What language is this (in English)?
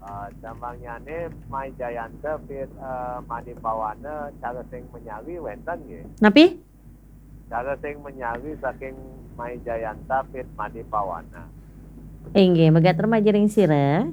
Balinese